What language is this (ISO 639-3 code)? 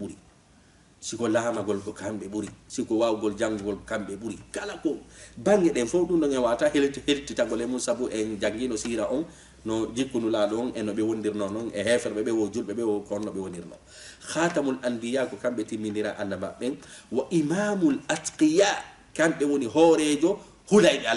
ful